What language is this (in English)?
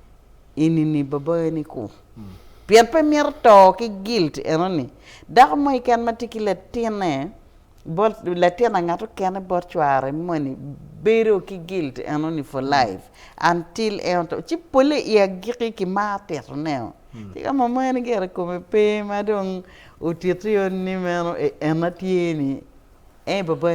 Acoli